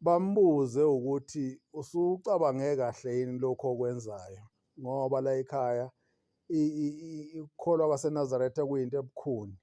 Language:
Zulu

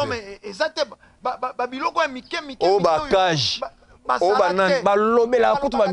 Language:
Lingala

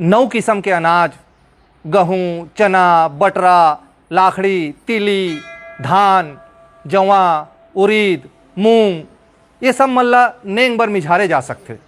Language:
Chhattisgarhi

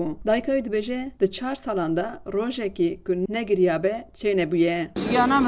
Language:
Kurdish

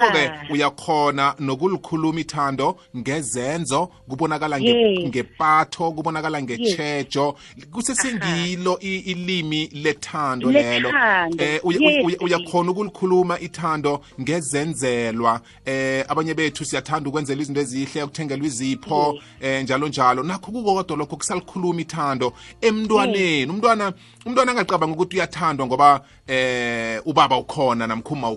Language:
South Ndebele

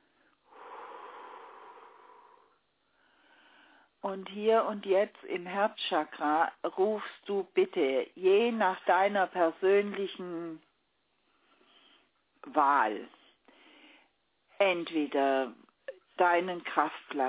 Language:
German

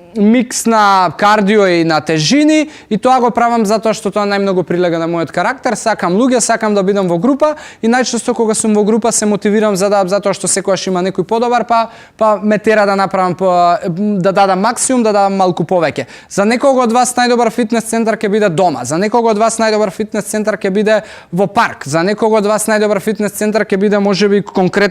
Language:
Macedonian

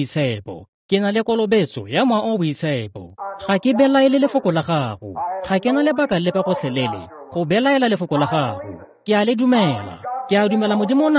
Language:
Tswana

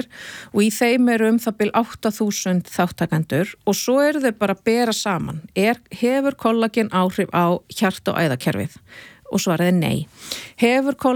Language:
Icelandic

